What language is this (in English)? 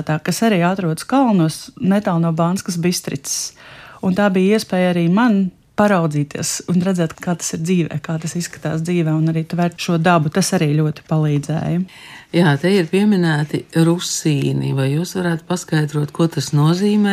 Latvian